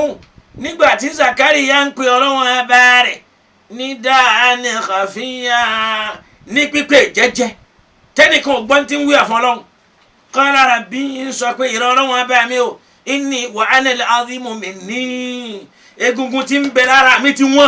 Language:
Yoruba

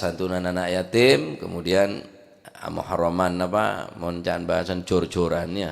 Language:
Madurese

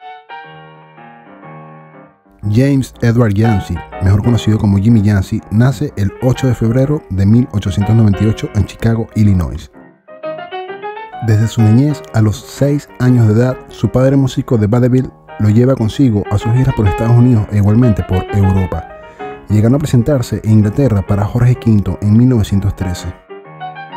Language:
Spanish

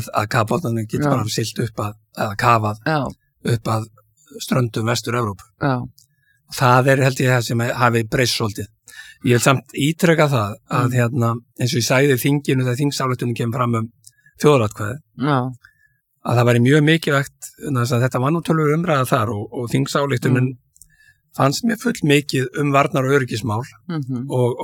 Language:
Icelandic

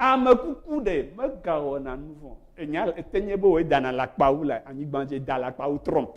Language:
Ewe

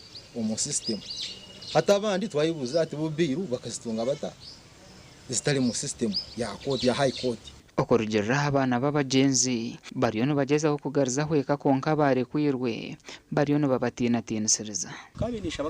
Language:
Nyankole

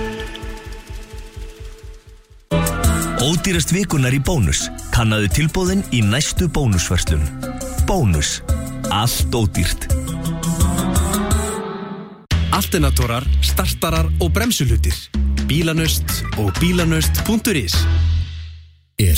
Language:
Icelandic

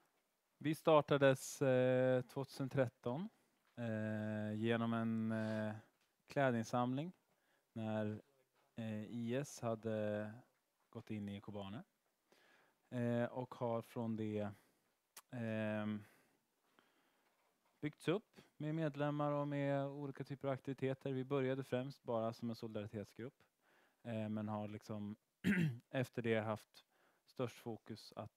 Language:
Swedish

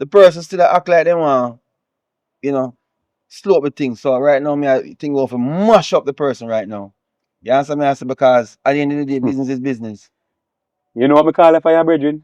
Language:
Jamaican Creole English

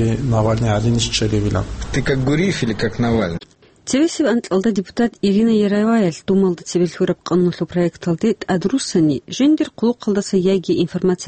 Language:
Avaric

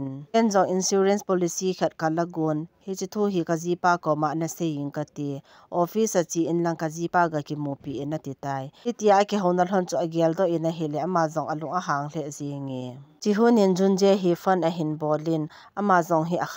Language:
Thado Chin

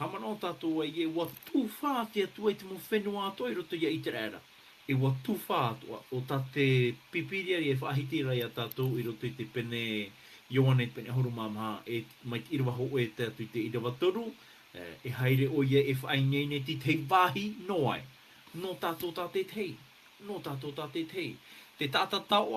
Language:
Tahitian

